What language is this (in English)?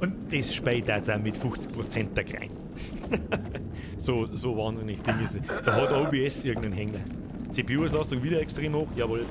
Bavarian